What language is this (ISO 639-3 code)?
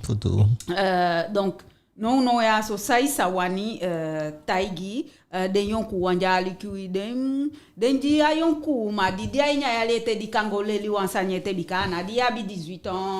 djk